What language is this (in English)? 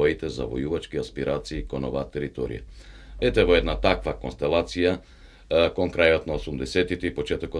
Macedonian